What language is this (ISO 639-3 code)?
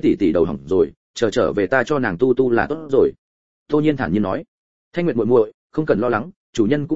vie